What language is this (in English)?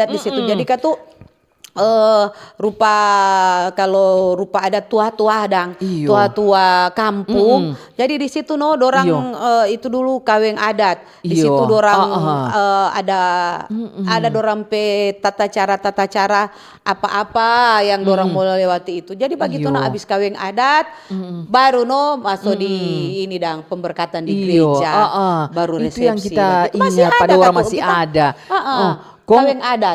Manado Malay